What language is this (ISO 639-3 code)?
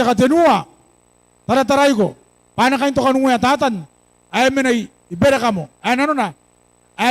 gil